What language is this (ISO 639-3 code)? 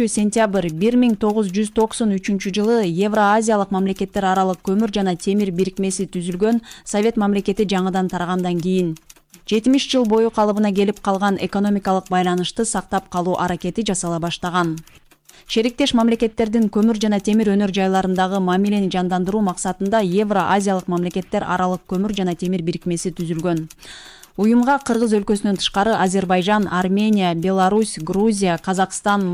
kir